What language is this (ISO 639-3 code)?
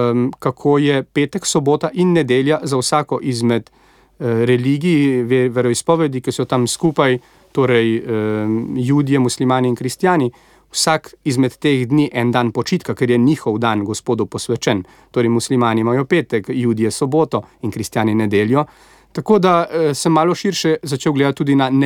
slv